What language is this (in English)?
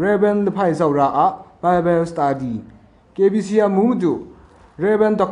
Kachin